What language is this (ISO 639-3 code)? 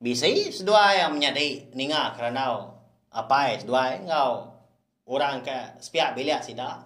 iba